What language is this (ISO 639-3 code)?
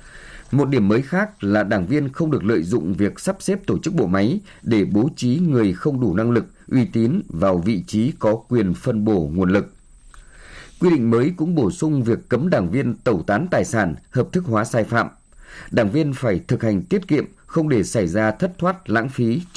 vie